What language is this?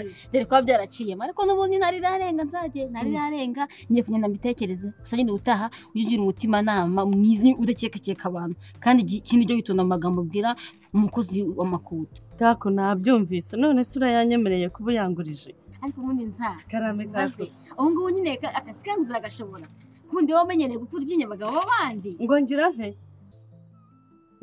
Kinyarwanda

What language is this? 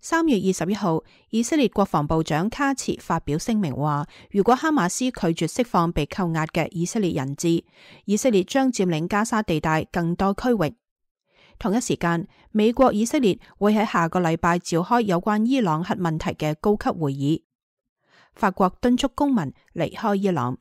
Cantonese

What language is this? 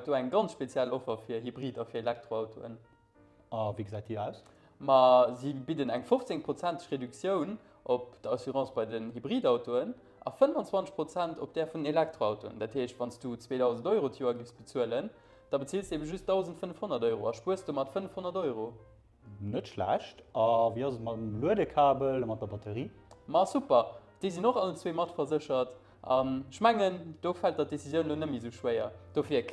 Luxembourgish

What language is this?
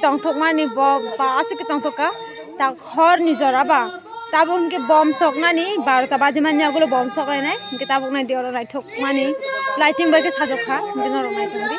Kok Borok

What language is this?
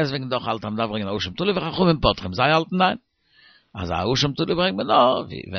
Yiddish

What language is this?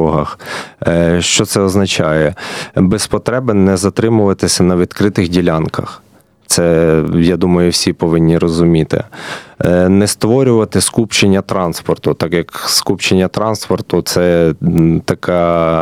Ukrainian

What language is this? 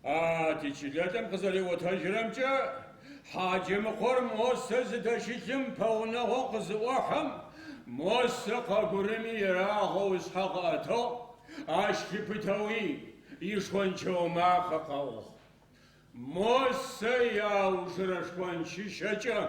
Adyghe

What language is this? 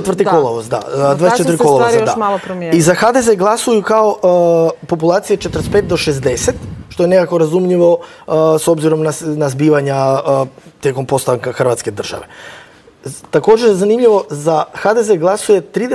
Croatian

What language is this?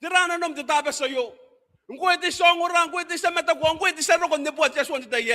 Gilbertese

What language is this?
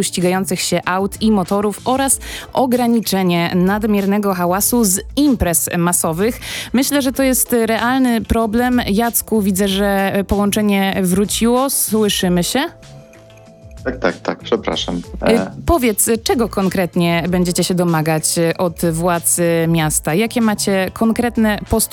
Polish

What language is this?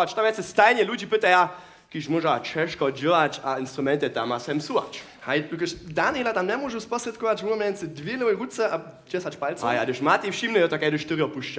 Upper Sorbian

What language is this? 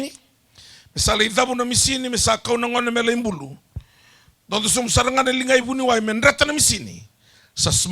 Fijian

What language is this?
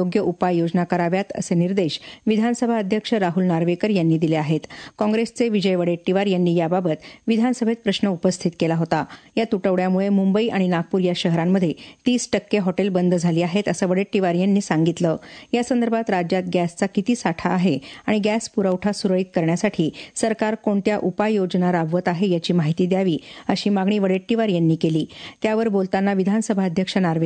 Marathi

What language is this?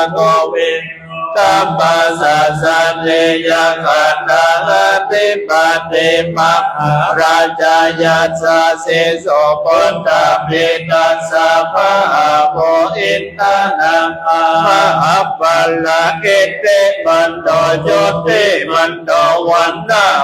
Pali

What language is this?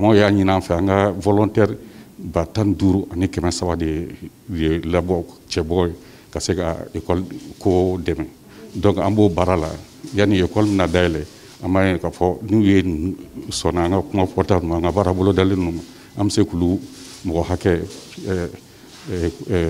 Bambara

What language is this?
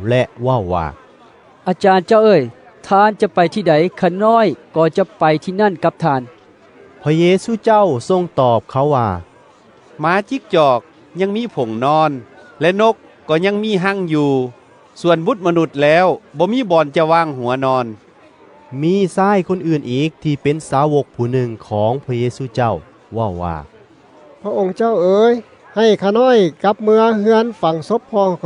Lao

